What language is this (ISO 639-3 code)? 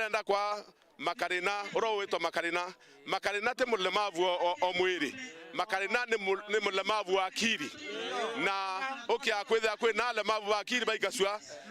mer